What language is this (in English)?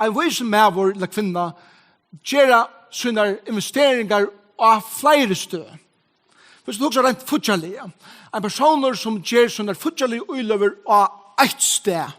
Faroese